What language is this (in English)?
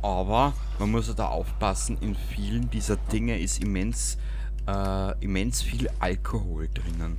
Bavarian